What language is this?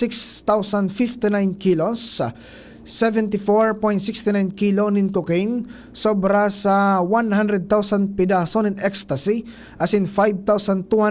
Bikol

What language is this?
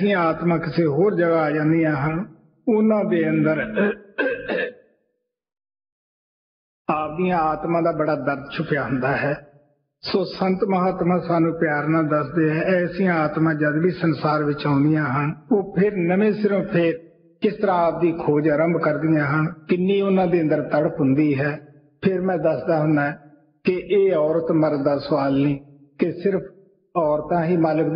Punjabi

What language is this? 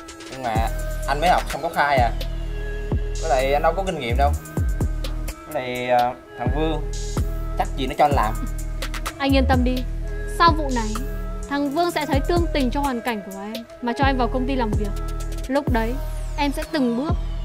Vietnamese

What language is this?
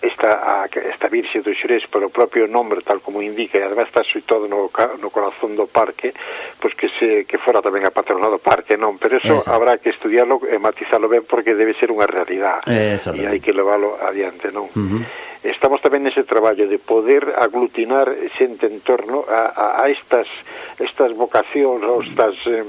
Galician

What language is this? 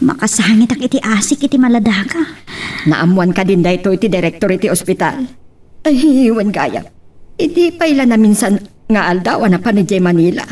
Iloko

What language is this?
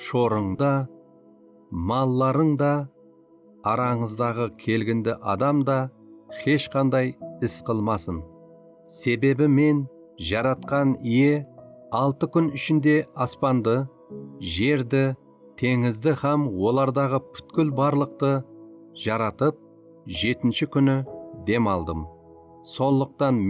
Kara-Kalpak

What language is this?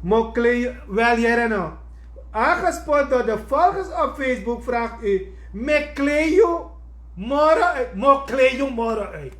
Sranan Tongo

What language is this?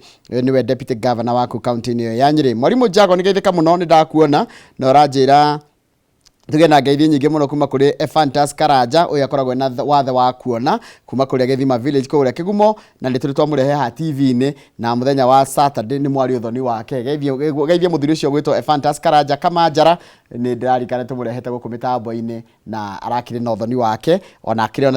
Kikuyu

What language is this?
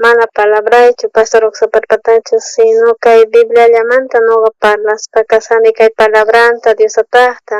South Bolivian Quechua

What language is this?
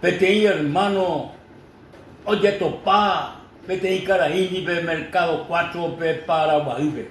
Guarani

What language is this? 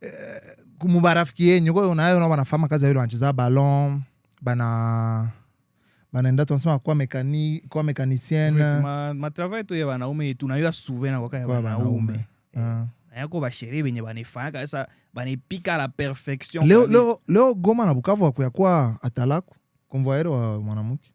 Swahili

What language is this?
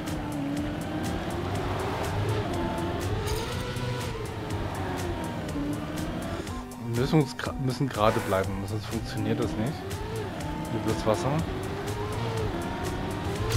German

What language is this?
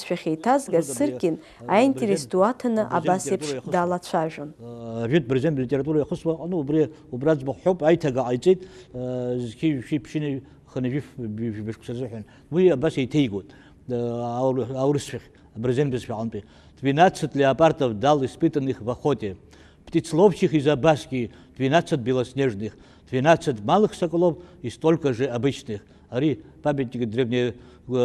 Abkhazian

